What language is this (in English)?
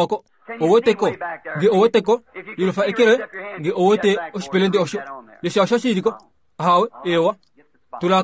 Kuanyama